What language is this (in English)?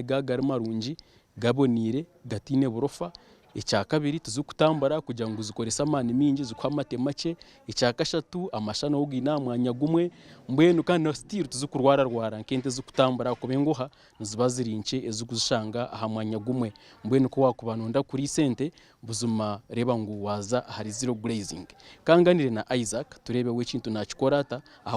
Nyankole